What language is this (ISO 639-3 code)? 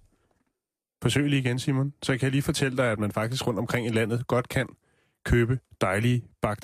dan